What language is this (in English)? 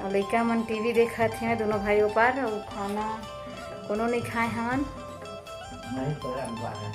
Chhattisgarhi